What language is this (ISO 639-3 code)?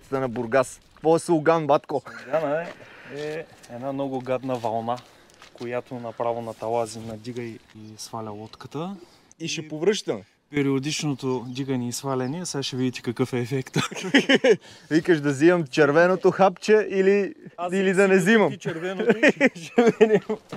bul